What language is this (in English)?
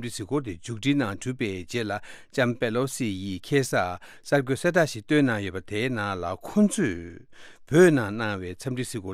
Tibetan